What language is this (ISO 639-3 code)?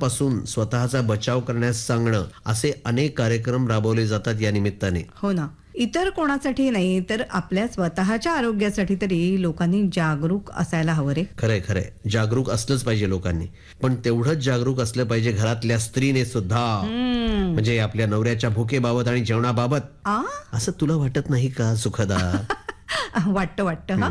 mar